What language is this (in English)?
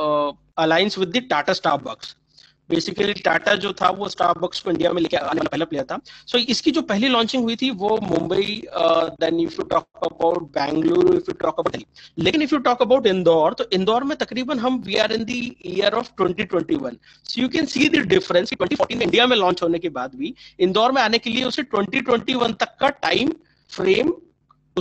Hindi